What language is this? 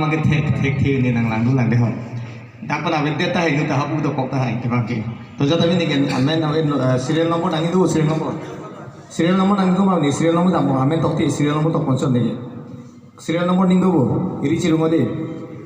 Karbi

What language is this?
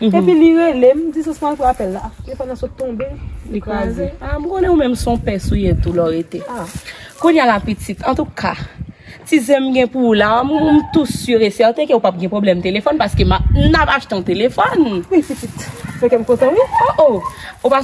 Haitian Creole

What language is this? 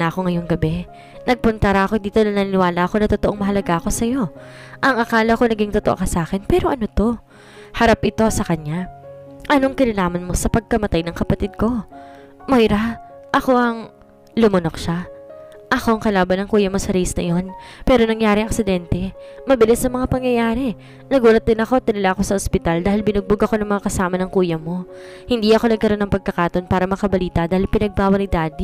Filipino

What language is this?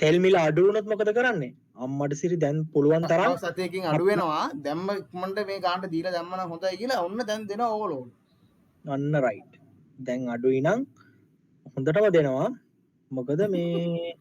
Sinhala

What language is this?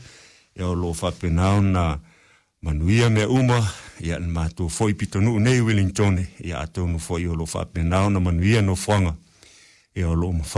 Samoan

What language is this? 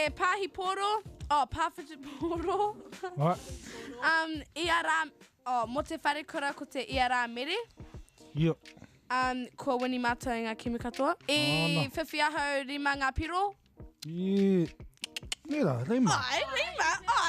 Māori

